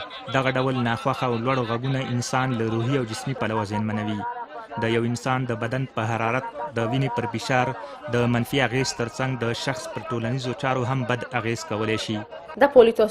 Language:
Pashto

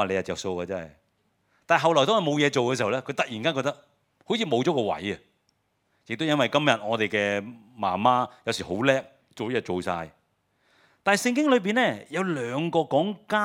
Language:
Cantonese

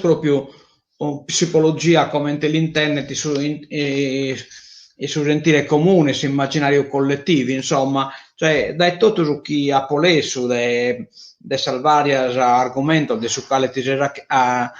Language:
Sardinian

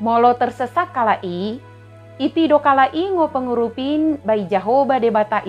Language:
Batak Dairi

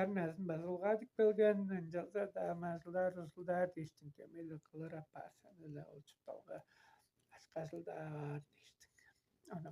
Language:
Tuvinian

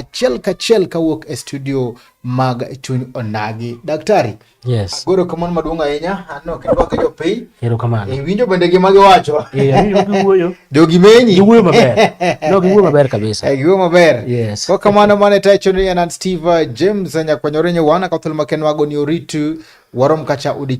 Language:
Luo (Kenya and Tanzania)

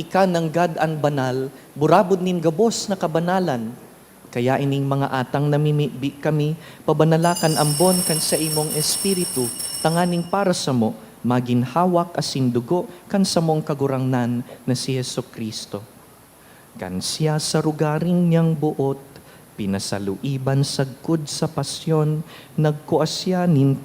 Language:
Bikol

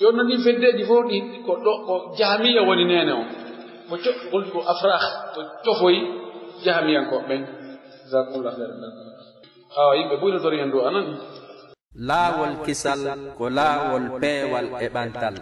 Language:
Pular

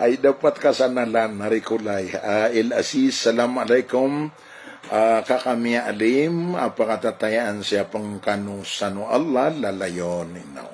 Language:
Maranao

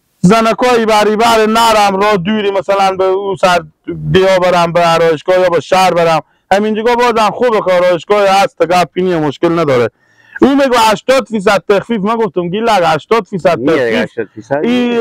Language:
Persian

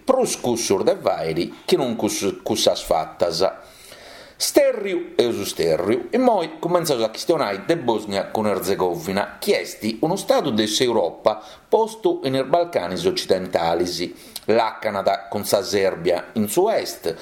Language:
Sardinian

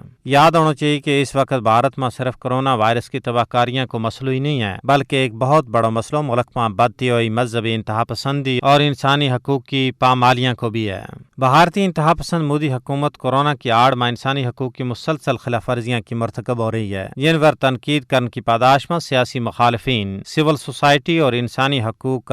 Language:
Gujari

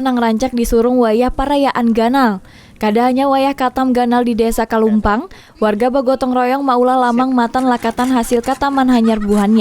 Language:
Banjar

